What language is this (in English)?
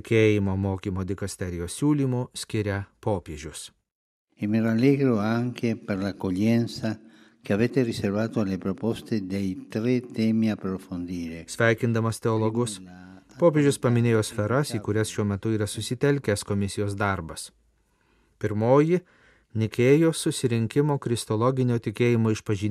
Lithuanian